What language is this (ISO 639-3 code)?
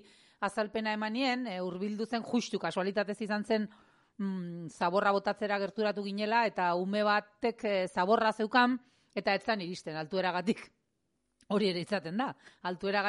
eus